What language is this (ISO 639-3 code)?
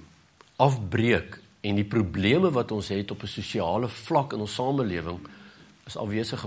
afr